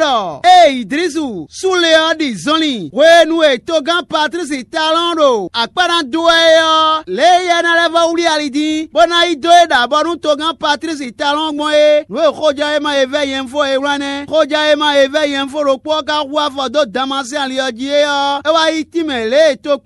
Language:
Fon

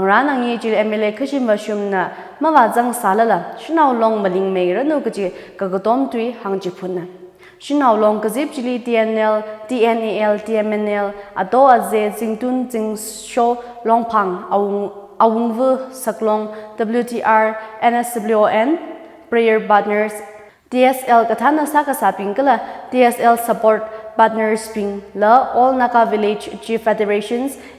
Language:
Tangkhul Naga (India)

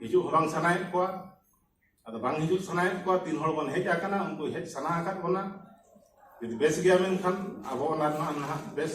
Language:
Santali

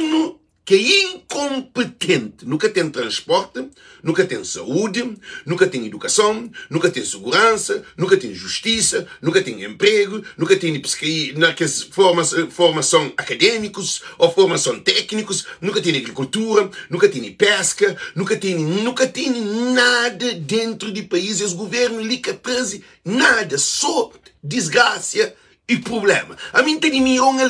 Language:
Kabuverdianu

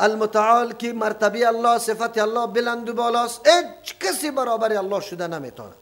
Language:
Persian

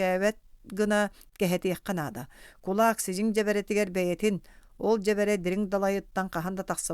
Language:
Yakut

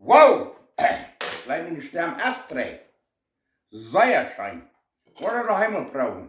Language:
Plautdietsch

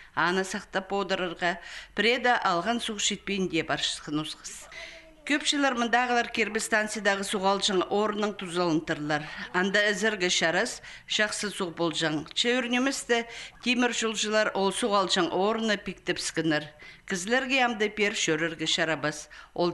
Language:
Khakas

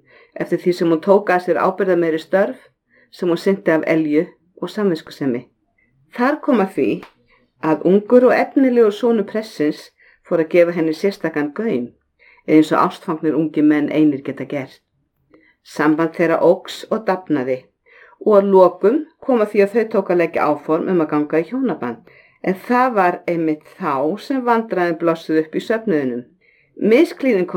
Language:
Icelandic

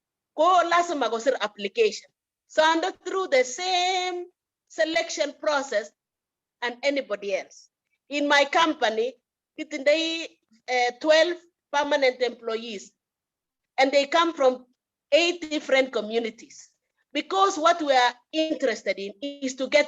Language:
Kalenjin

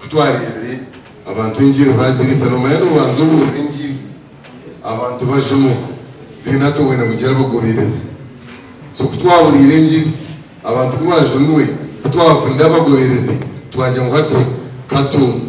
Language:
Nyankole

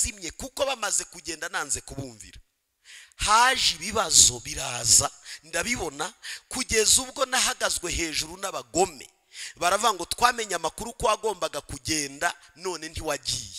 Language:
Kinyarwanda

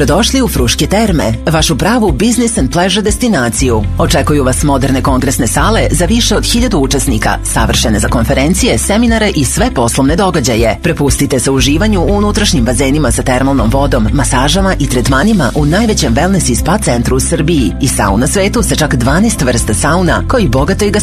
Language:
Serbian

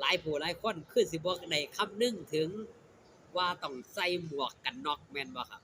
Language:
Lao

